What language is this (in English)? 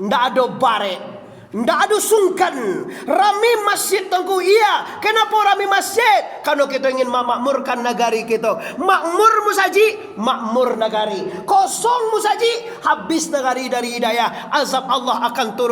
Minangkabau